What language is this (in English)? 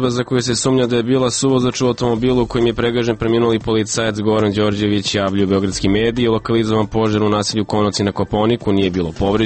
Serbian